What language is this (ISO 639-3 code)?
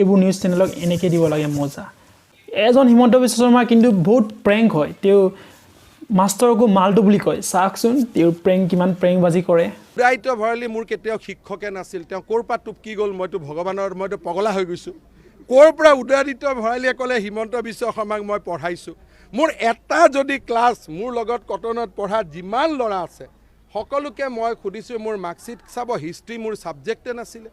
asm